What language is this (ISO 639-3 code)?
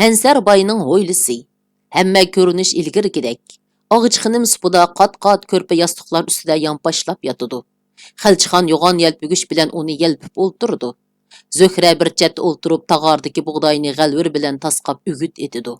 uig